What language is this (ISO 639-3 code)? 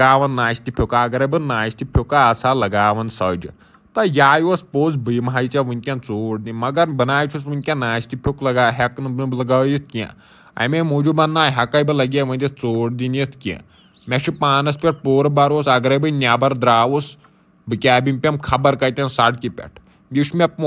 kas